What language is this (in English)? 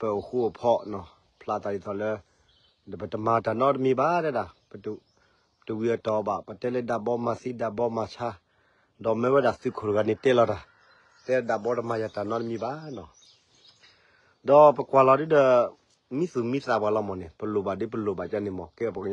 S'gaw Karen